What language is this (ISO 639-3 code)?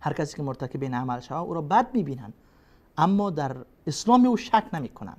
fas